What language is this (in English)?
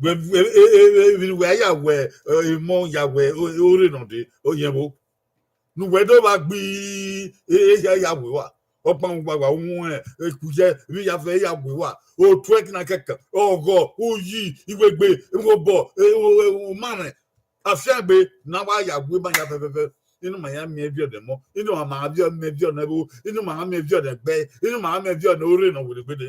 Bini